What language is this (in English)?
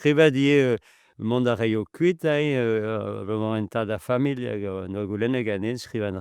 Breton